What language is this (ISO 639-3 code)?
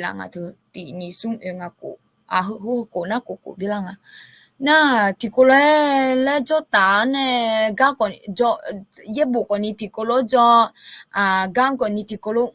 ahk